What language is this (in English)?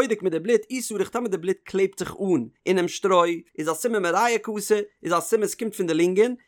Yiddish